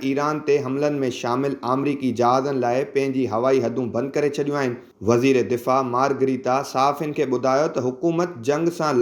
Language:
Sindhi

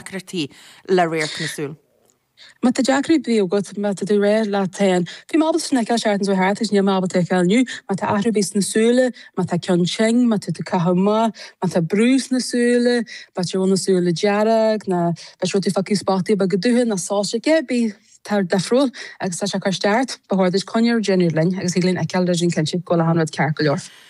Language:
Irish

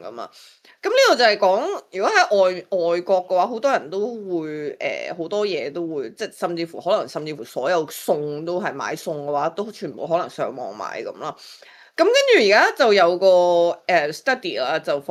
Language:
Cantonese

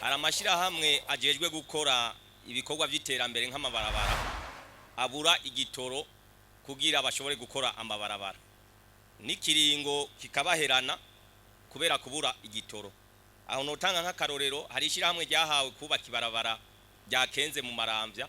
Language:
Rundi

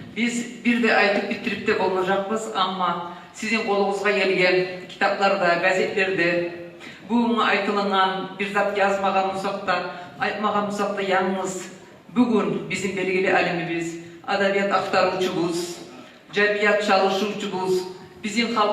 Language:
Kumyk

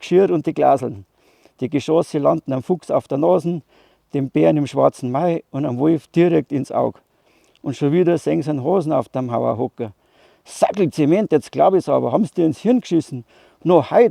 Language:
Bavarian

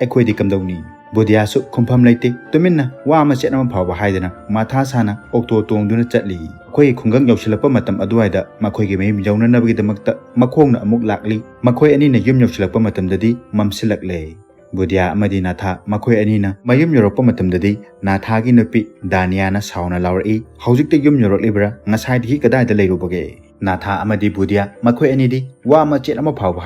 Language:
Manipuri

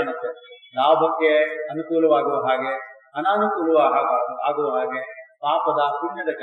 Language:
Kannada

